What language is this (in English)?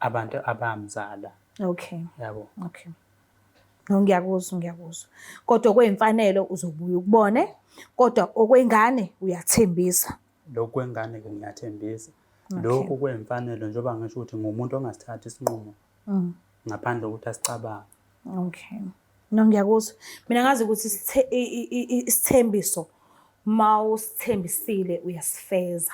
Zulu